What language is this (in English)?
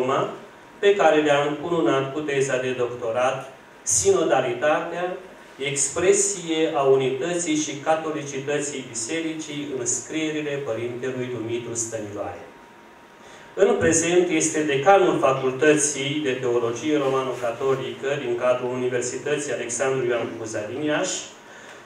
Romanian